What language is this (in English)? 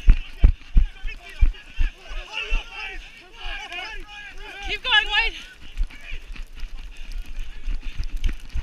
English